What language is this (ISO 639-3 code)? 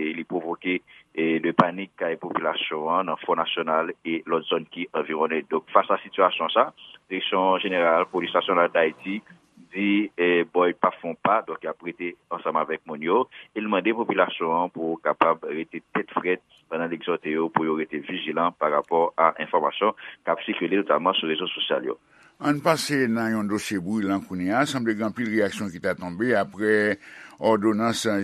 hat